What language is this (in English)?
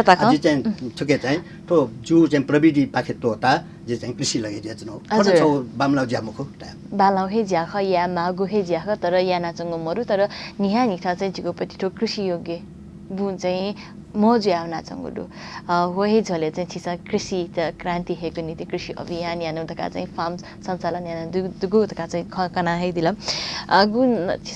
Newari